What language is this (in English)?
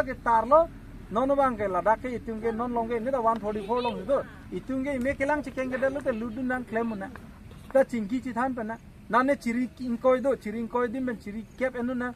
Karbi